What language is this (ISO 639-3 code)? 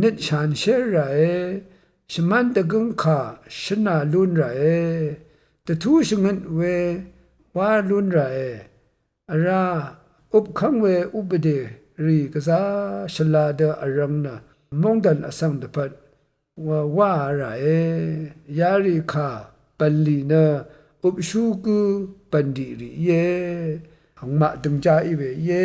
raw